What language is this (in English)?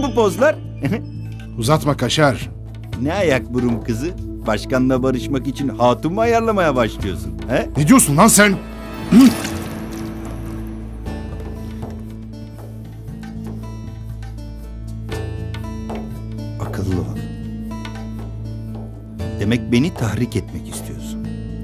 Turkish